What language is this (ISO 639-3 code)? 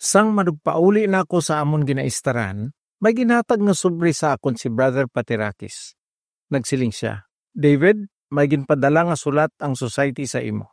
hil